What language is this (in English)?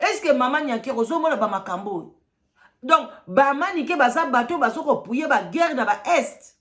Lingala